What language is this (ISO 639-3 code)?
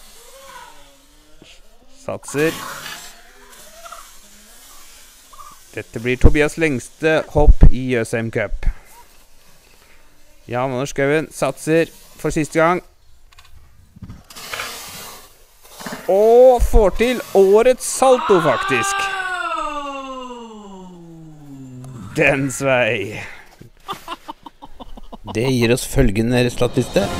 nor